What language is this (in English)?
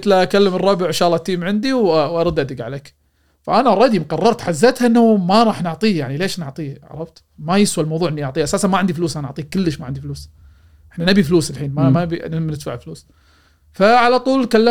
Gulf Arabic